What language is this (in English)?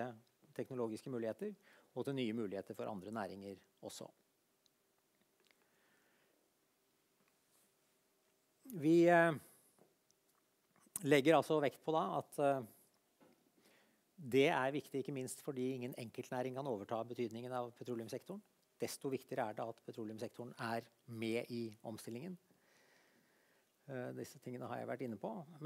Norwegian